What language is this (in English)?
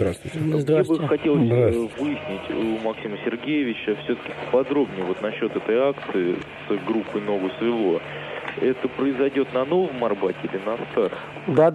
Russian